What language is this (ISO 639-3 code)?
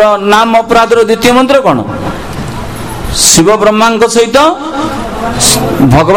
ori